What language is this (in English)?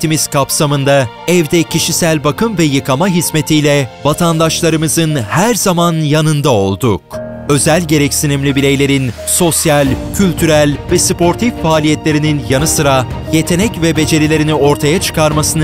Turkish